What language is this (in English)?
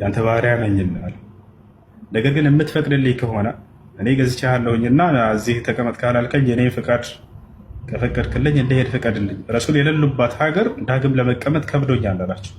Amharic